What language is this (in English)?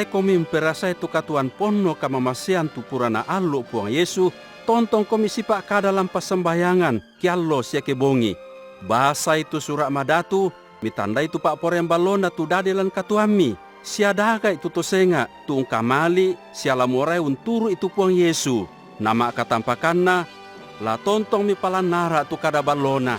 Toraja-Sa'dan